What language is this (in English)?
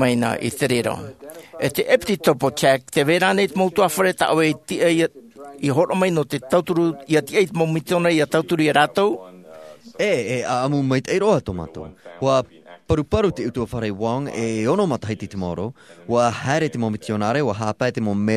Tahitian